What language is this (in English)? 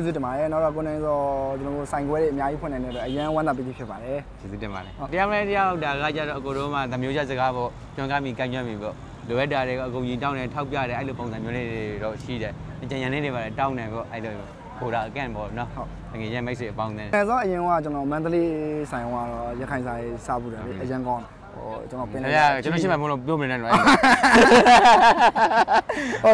Burmese